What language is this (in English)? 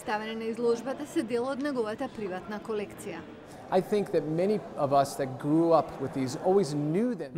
Macedonian